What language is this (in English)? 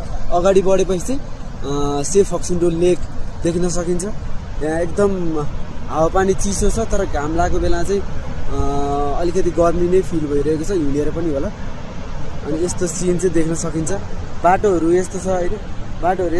Nepali